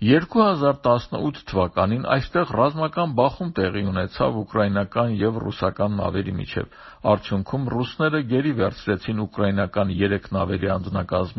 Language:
Armenian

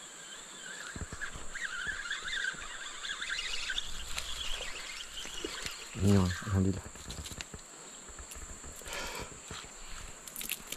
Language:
Malay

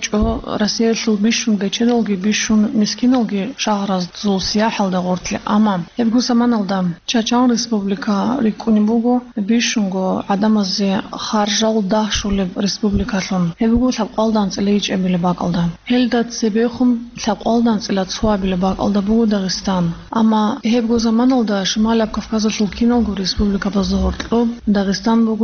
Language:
Avaric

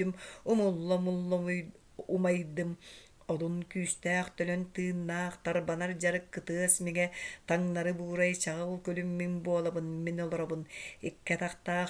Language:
Yakut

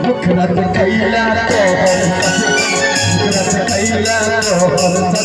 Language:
Maithili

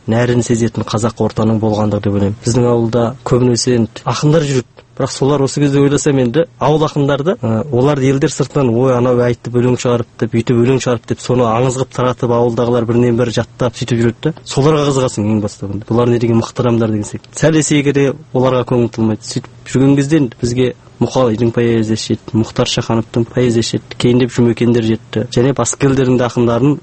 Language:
Kazakh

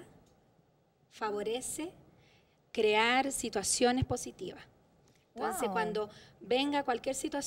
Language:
Spanish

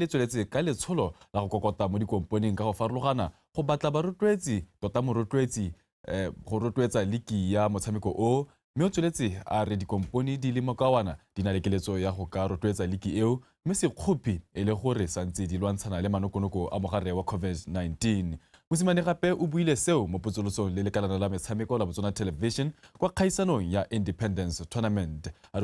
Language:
Tswana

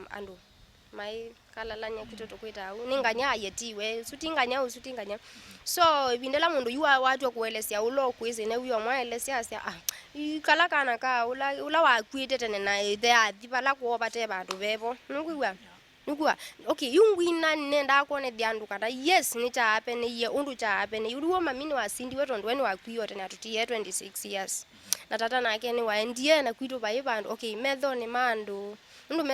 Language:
Kamba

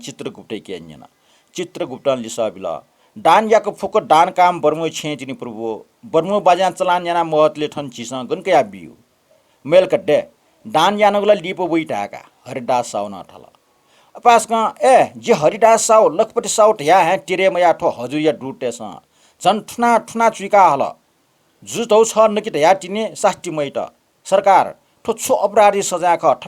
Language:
Newari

